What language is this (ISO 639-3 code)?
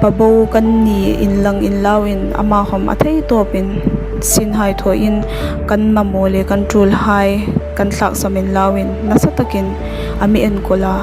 hmr